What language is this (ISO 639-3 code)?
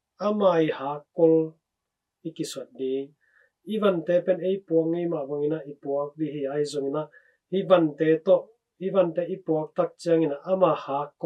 ctd